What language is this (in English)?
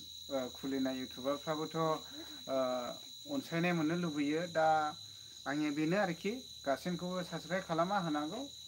Bodo